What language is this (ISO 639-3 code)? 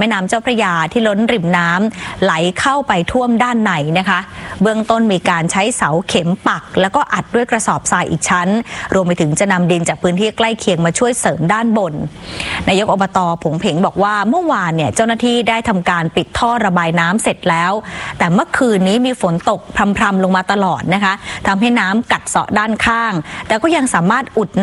tha